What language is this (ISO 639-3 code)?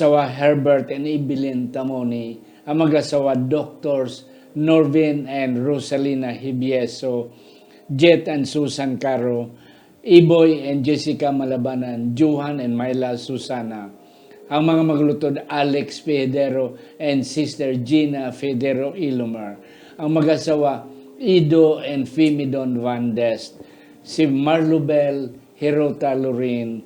hil